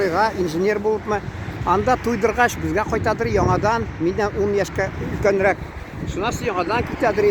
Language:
Tatar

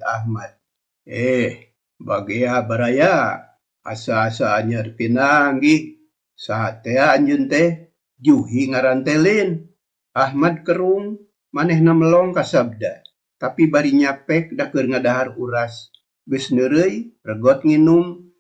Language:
Sundanese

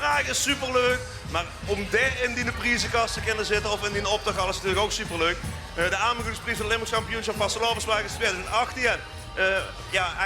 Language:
Limburgish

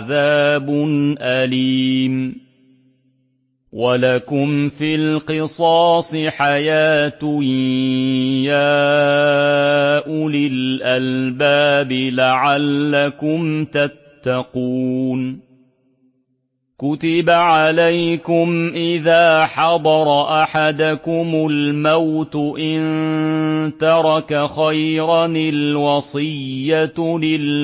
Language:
Arabic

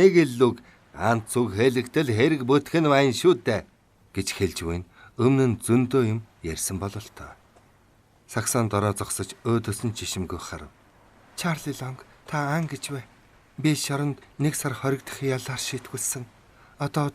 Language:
Mongolian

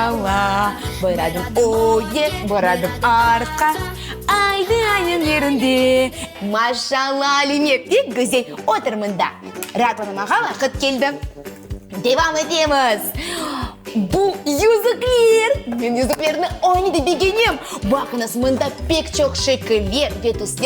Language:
Crimean Tatar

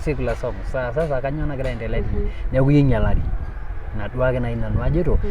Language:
Masai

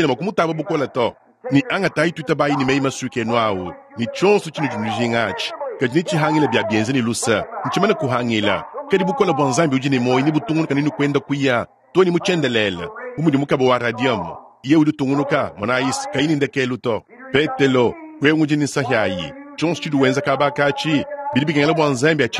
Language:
Luba-Lulua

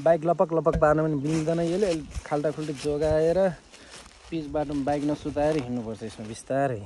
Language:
Nepali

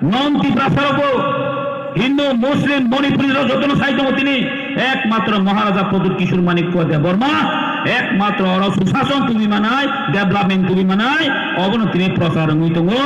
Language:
Kok Borok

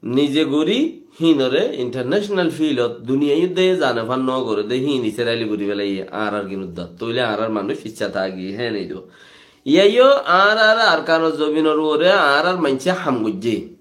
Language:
Rohingya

